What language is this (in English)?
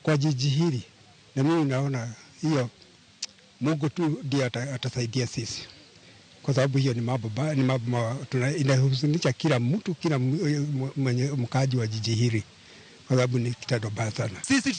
Luo (Kenya and Tanzania)